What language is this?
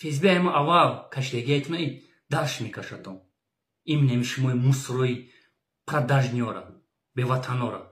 Tajik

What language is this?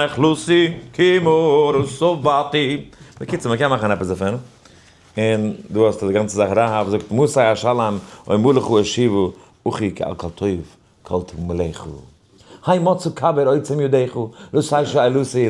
Yiddish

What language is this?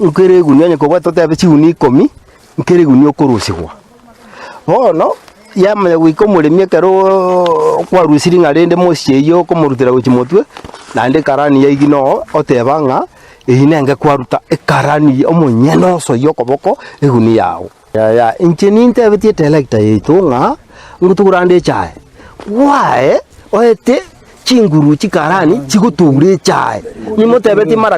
Gusii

